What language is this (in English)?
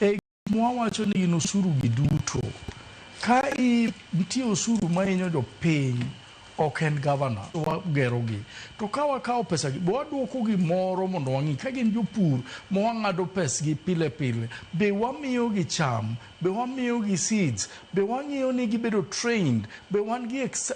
Luo (Kenya and Tanzania)